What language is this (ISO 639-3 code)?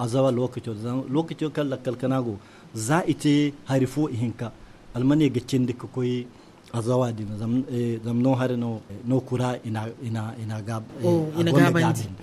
dje